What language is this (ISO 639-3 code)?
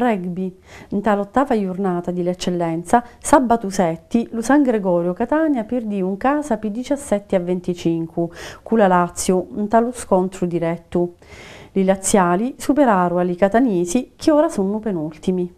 scn